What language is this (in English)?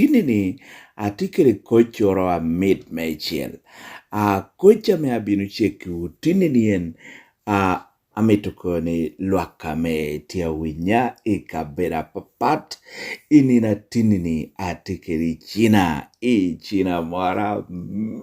Lango (Uganda)